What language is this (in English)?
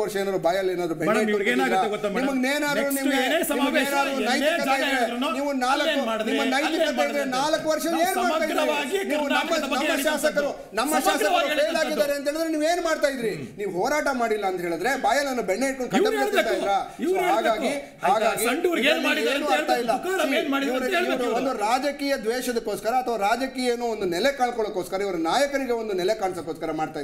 Kannada